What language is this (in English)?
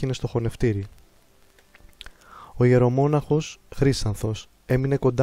Greek